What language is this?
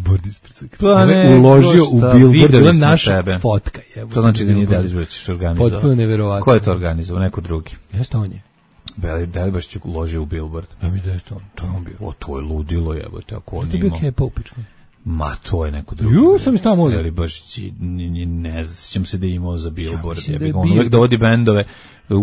Serbian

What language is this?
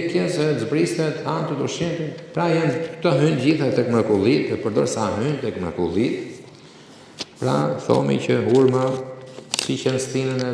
Albanian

